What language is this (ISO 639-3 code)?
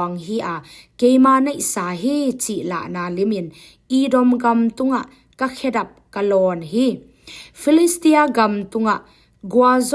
ctd